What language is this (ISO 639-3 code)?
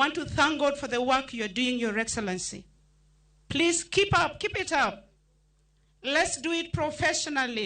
luo